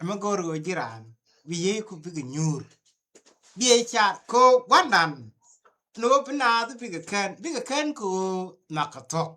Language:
Nuer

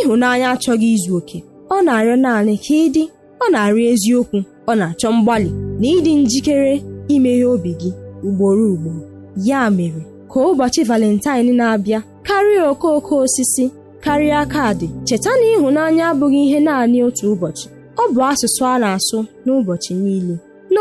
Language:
Igbo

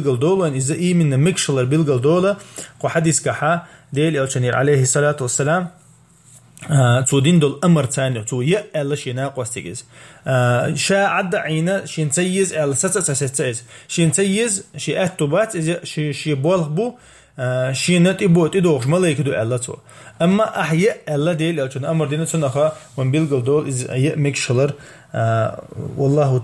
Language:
Chechen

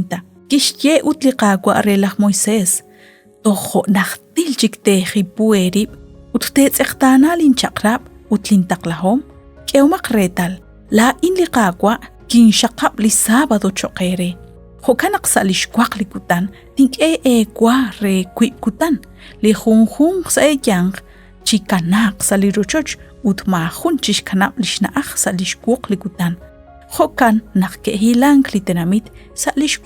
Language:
Kekchí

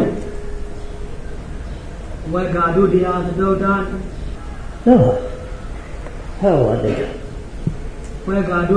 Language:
Burmese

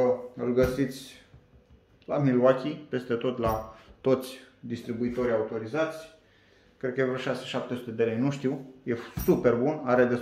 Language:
Romanian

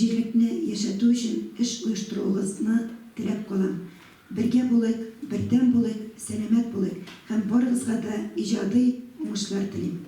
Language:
Tatar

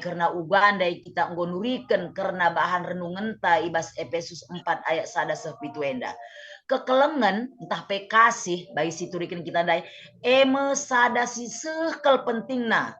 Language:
Batak Karo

